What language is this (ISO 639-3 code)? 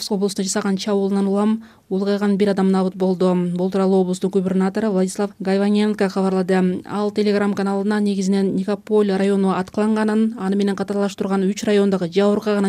kir